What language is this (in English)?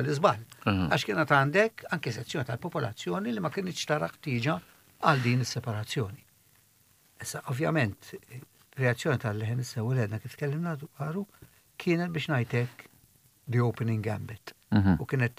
Maltese